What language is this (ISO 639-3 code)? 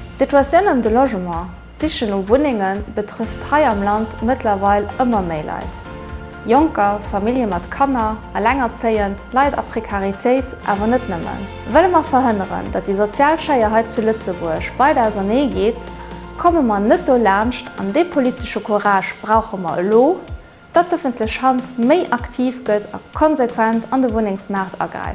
ltz